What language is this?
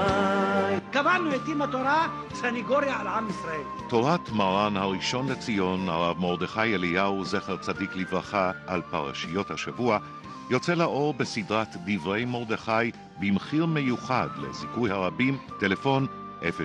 Hebrew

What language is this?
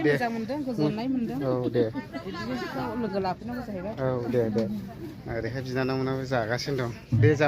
Bodo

